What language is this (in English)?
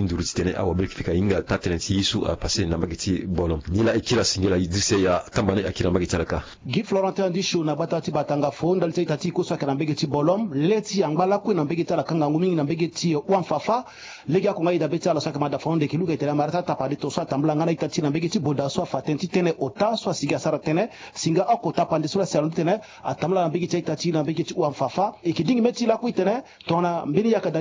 Sango